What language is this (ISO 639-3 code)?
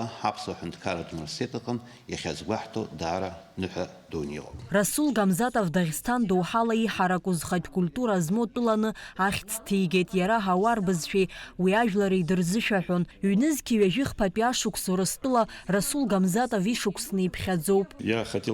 abk